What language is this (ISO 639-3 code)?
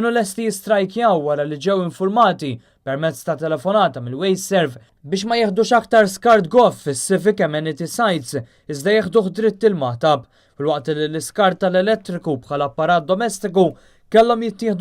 mlt